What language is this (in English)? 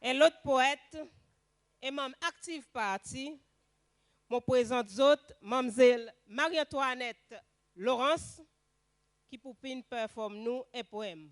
Seselwa Creole French